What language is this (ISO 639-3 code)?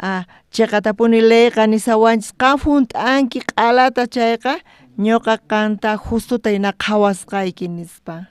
quh